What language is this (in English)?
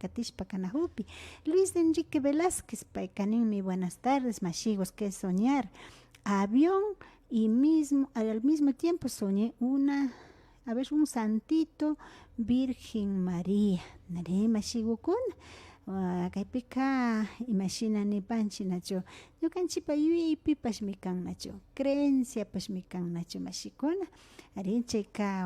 Imbabura Highland Quichua